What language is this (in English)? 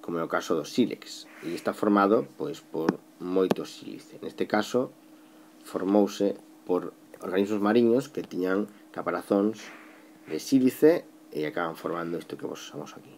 Galician